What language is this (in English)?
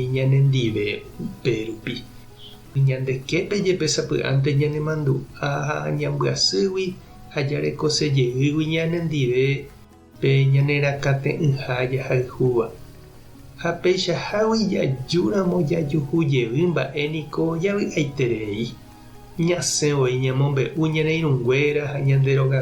Guarani